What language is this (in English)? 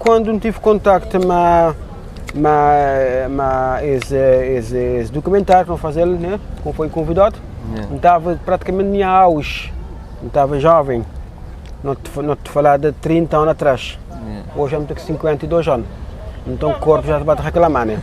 Kabuverdianu